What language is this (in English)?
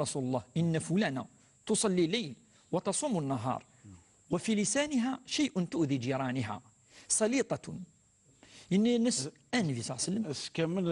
Kabyle